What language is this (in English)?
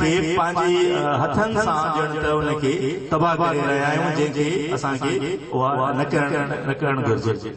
Sindhi